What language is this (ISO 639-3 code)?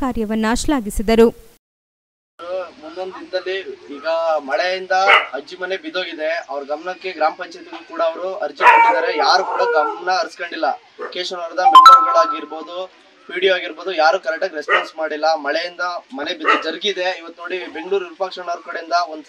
kan